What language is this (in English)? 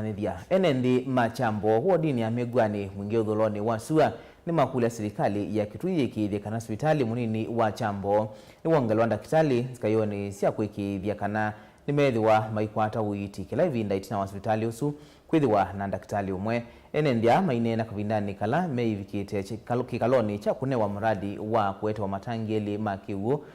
Kamba